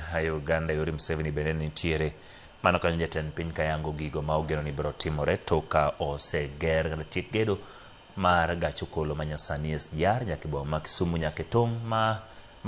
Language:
Luo (Kenya and Tanzania)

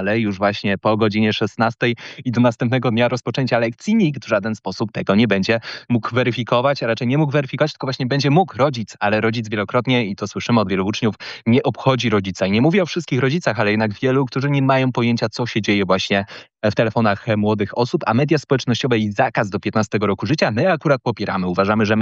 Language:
Polish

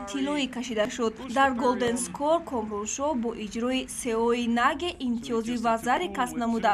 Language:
Tajik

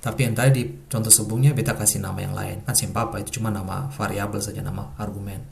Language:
Ambonese Malay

